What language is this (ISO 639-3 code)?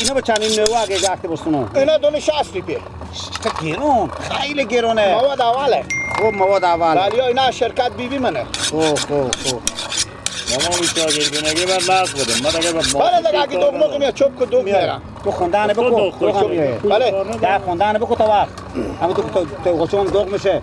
fas